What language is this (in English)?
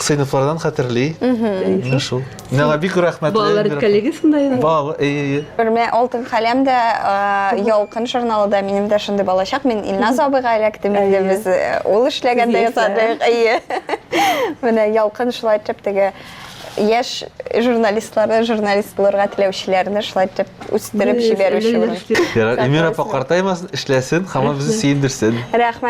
Tatar